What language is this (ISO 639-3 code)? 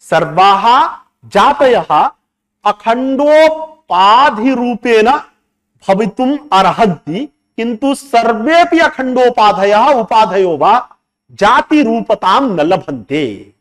san